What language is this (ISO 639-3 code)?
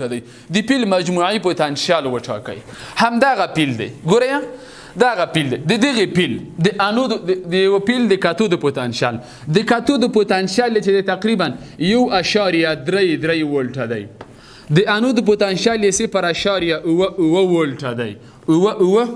pus